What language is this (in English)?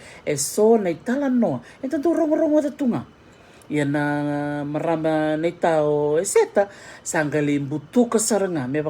Fijian